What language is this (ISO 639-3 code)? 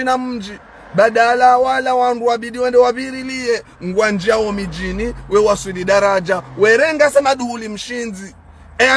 zdj